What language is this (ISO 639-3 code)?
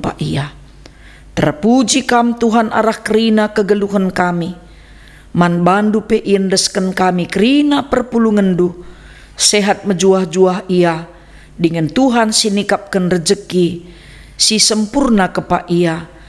btx